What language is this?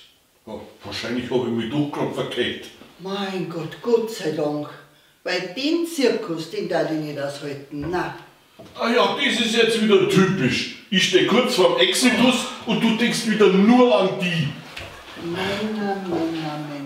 Bavarian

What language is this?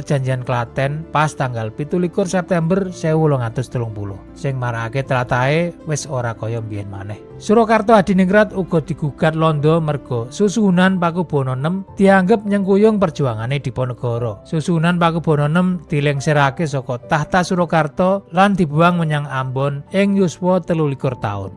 Javanese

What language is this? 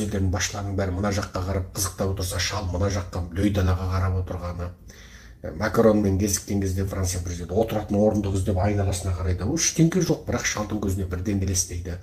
Kazakh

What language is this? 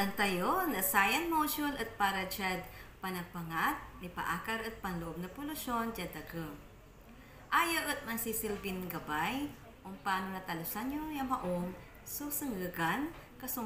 Pangasinan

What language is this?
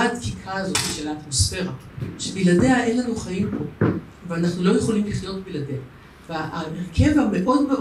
Hebrew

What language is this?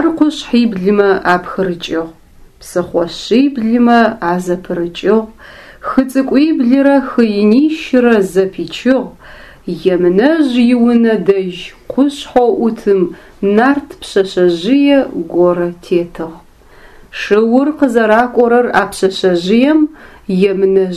Adyghe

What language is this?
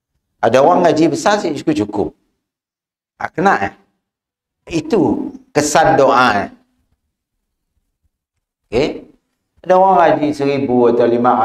Malay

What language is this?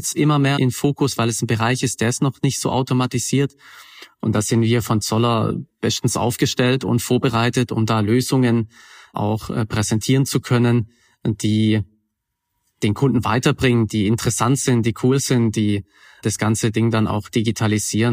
German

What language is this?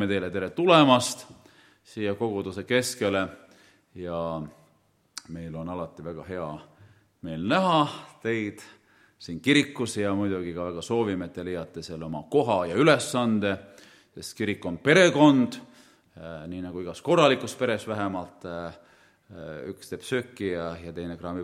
Estonian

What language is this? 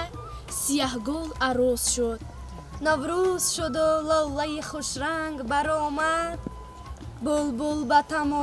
Tajik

